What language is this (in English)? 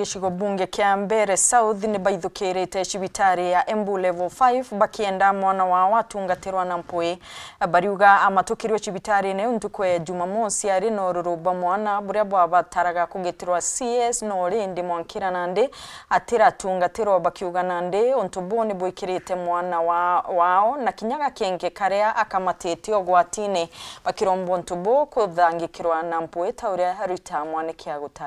Meru